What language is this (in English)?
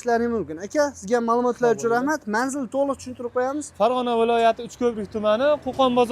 Uzbek